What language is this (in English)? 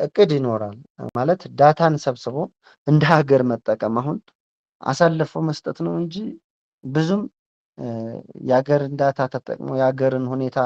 Amharic